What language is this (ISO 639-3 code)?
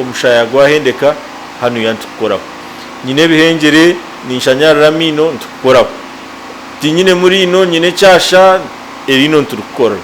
nyn